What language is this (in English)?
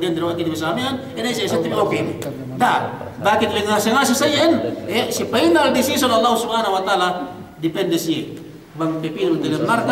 Yakan